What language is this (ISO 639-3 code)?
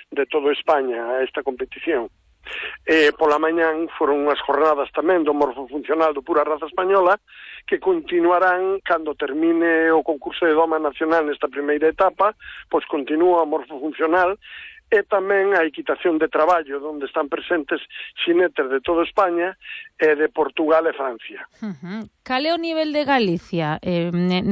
glg